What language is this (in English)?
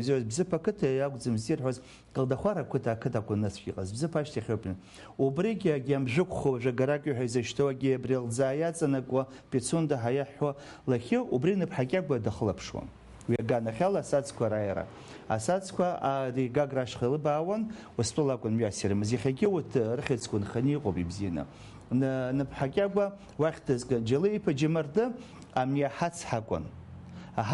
Abkhazian